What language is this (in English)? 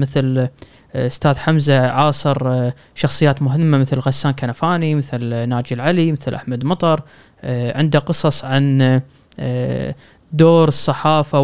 Gulf Arabic